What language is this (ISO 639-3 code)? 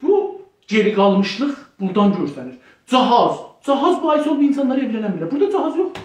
azb